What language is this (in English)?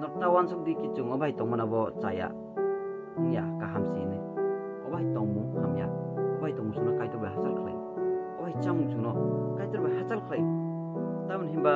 Kok Borok